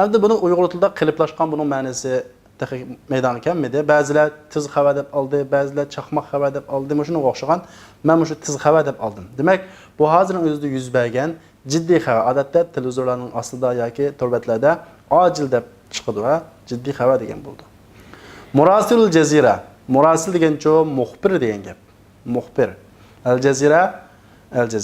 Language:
Uyghur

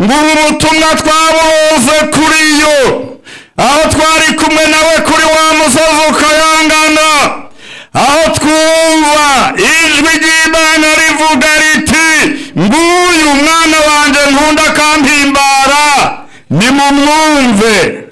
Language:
Rundi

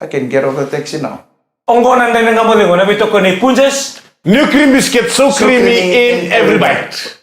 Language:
Fijian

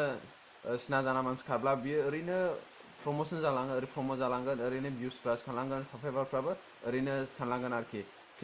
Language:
Bodo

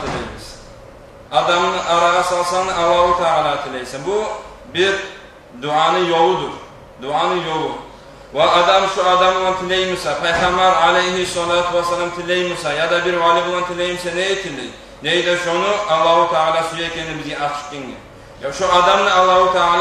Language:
Kumyk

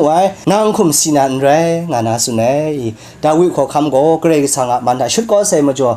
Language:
Kachin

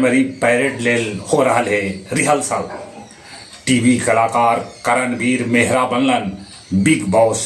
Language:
Magahi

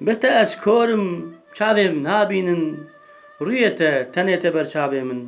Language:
Kurdish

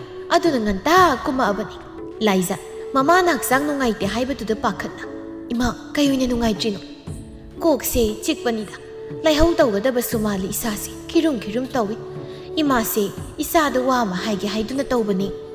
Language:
Manipuri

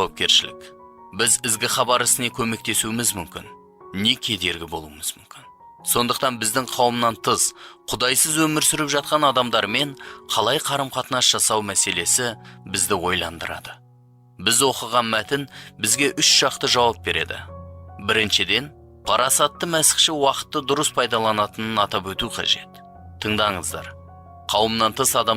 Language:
Kazakh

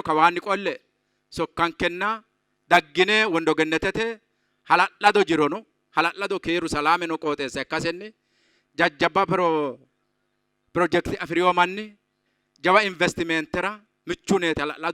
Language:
Sidamo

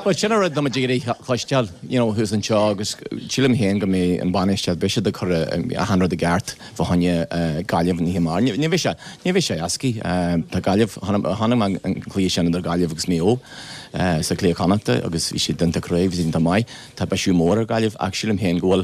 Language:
Irish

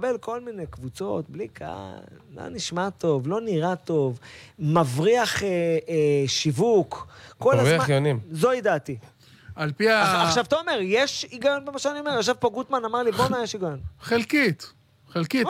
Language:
Hebrew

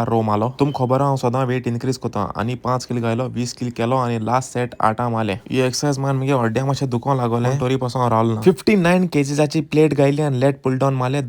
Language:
Konkani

